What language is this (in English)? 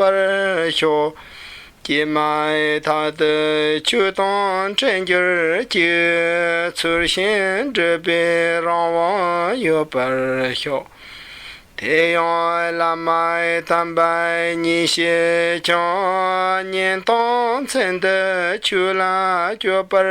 Tibetan